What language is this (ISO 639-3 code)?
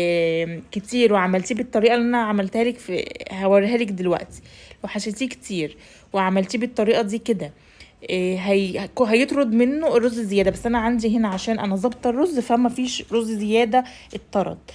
arz